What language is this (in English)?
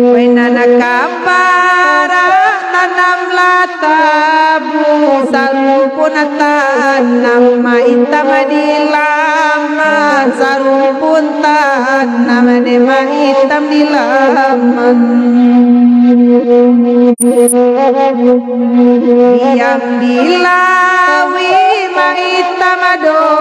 Minangkabau